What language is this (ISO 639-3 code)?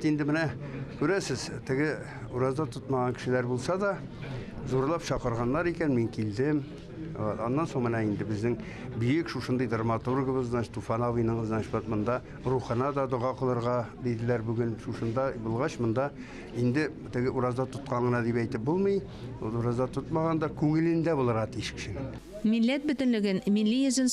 tat